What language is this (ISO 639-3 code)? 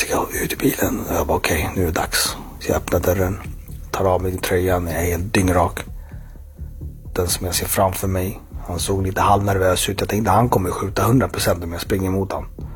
swe